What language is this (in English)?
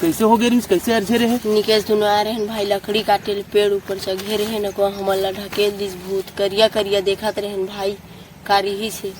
Chhattisgarhi